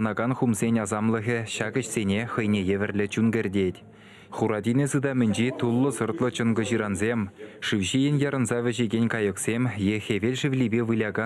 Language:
Chuvash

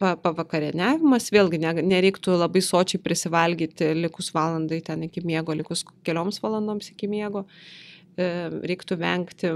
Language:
Lithuanian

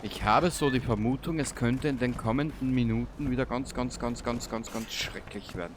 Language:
Bavarian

